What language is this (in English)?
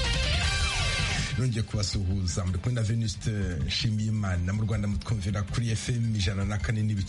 Kinyarwanda